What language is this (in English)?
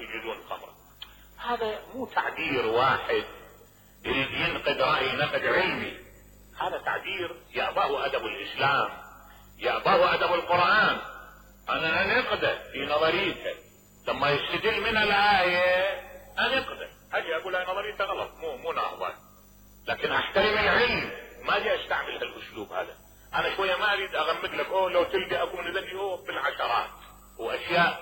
Mesopotamian Arabic